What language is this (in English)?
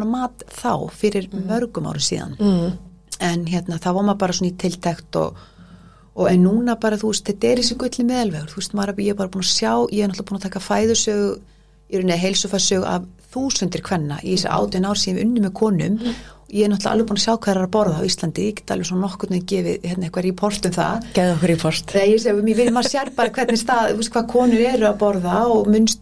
Icelandic